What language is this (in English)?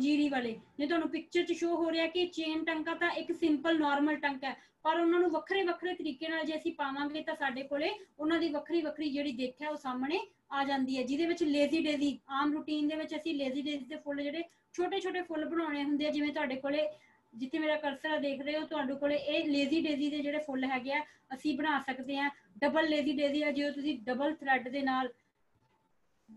Punjabi